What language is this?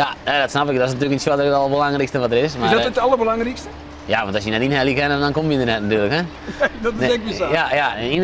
Western Frisian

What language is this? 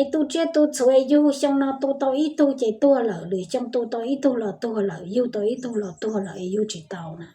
Hmong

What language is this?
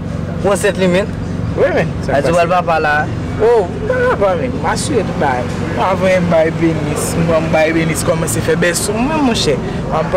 Haitian Creole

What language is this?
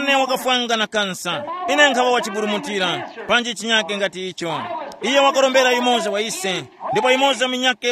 Tumbuka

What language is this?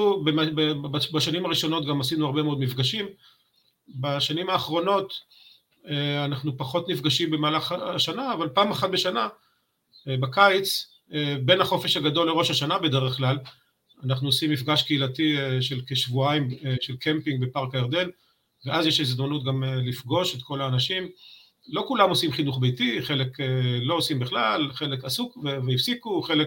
Hebrew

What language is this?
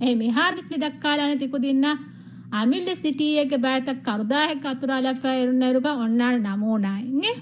Divehi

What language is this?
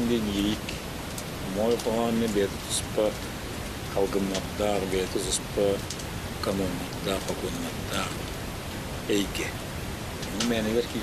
Yakut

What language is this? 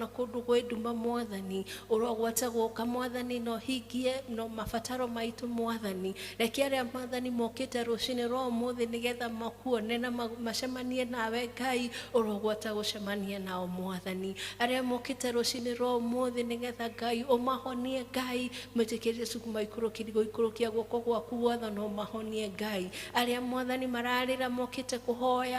Kikuyu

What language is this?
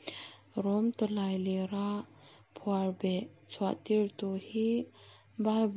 Mizo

